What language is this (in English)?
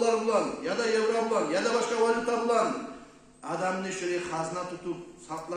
Kumyk